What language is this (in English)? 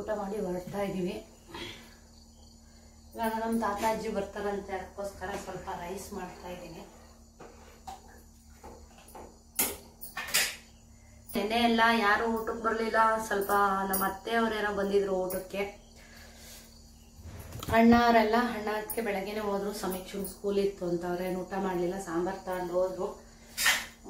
Kannada